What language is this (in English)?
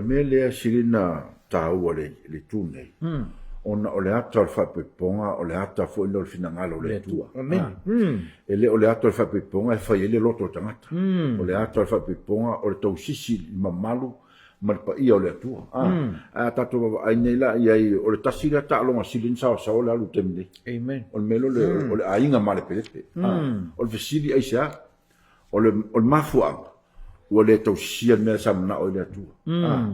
Samoan